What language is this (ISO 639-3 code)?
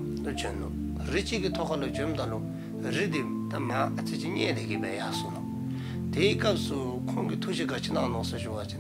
dzo